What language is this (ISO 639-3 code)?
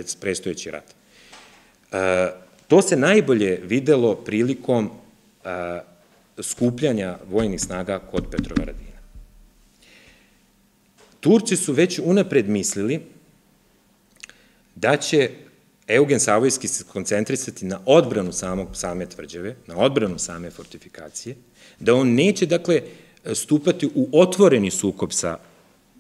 srp